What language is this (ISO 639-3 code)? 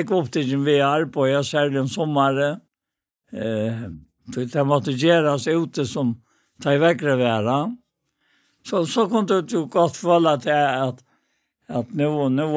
fao